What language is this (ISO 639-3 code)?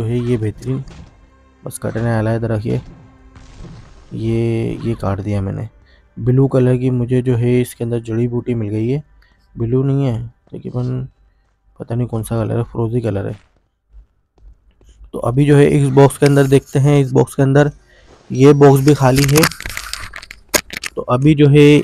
hin